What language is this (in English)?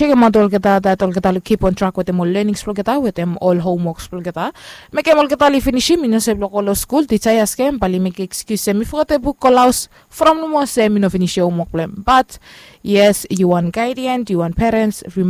Bislama